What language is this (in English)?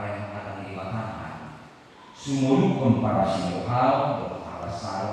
Batak Toba